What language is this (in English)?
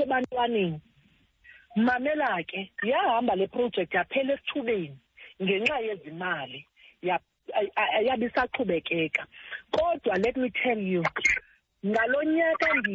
Xhosa